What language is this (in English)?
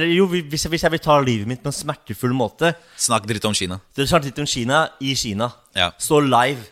Norwegian